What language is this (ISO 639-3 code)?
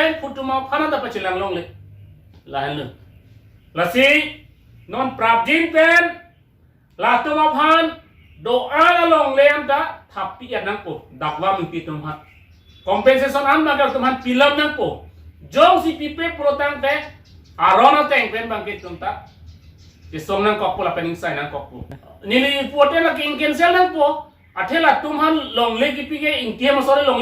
mjw